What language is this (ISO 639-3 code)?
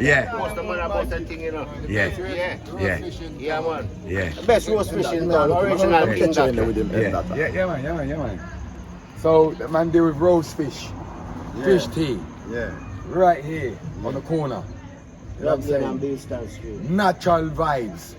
jam